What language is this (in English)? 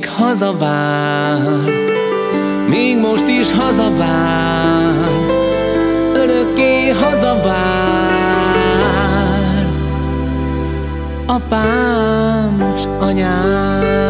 Hungarian